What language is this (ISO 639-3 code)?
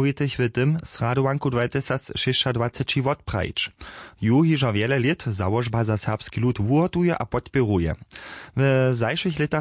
hsb